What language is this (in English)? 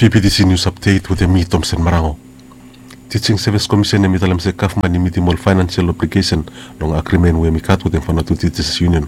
Bislama